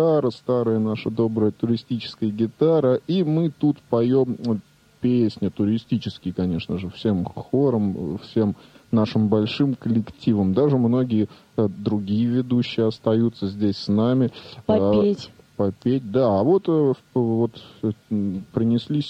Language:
Russian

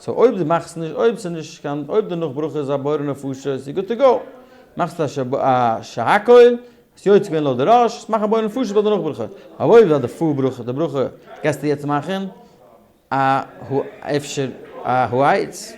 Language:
Yiddish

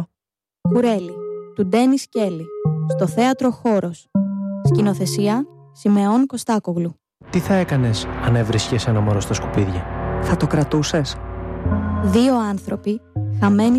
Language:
Greek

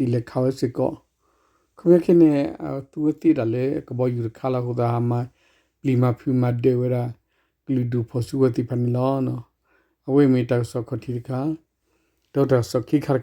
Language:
S'gaw Karen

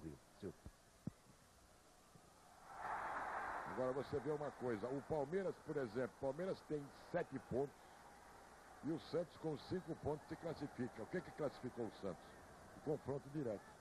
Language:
Portuguese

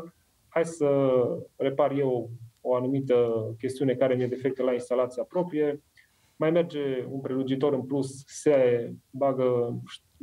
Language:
Romanian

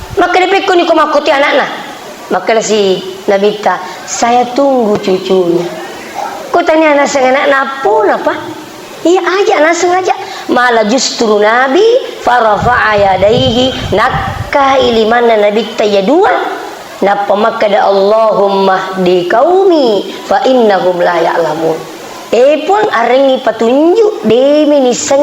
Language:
Buginese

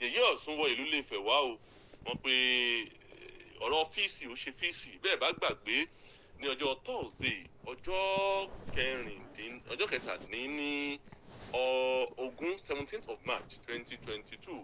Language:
Yoruba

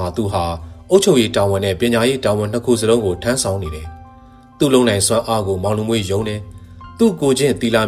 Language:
Burmese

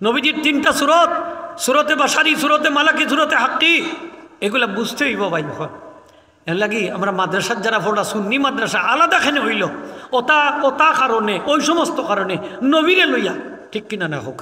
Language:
Sylheti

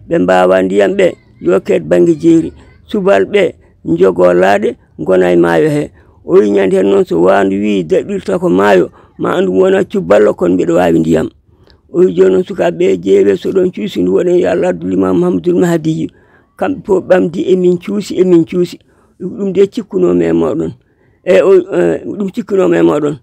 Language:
Fula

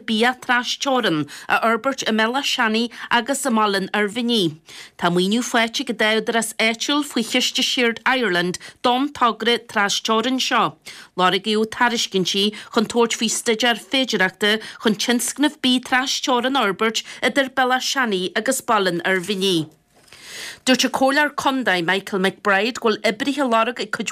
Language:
Irish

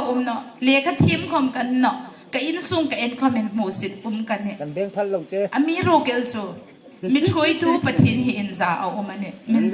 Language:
Hmar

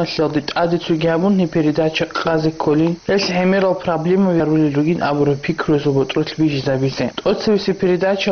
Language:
Avaric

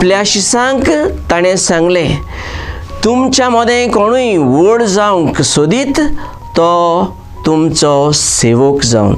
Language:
Konkani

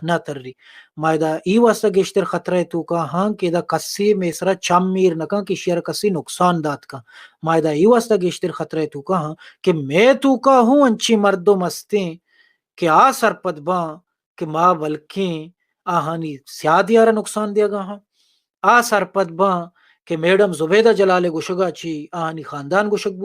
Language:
Baluchi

